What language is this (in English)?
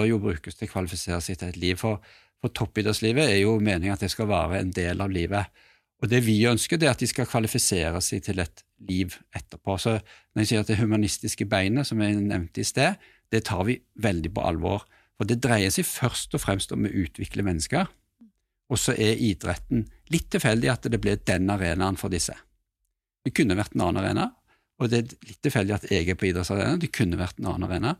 Norwegian